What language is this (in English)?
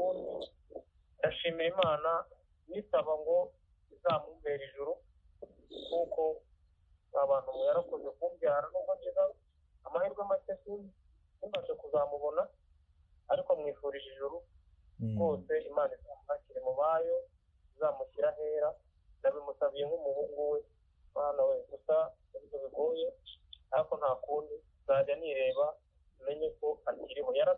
Kinyarwanda